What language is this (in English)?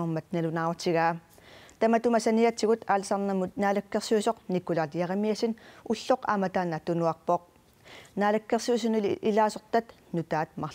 Kalaallisut